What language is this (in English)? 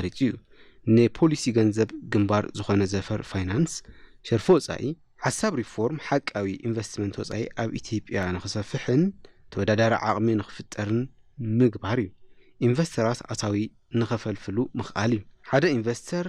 Tigrinya